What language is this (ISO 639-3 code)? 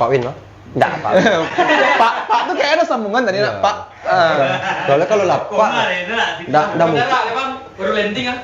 min